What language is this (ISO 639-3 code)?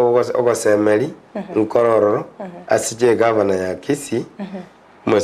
guz